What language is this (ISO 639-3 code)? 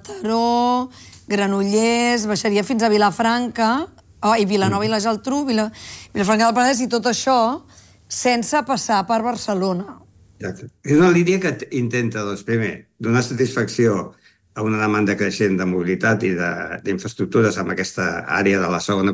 cat